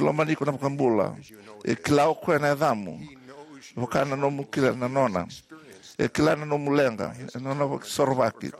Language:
Fijian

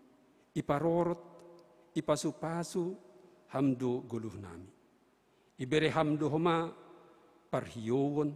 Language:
Batak Simalungun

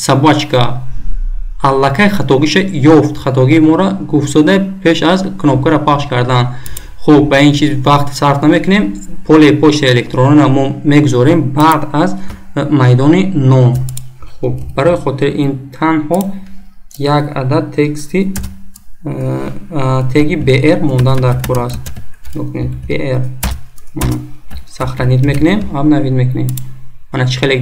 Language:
Tajik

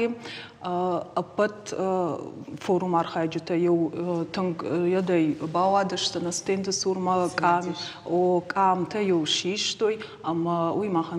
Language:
Ossetic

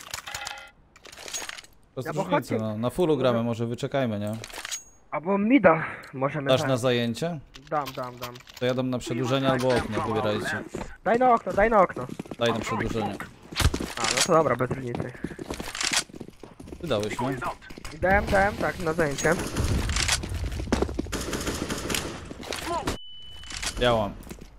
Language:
Polish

